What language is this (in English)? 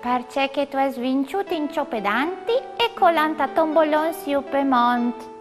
Friulian